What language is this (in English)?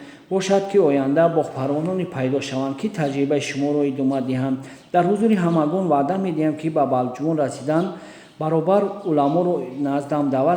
Tajik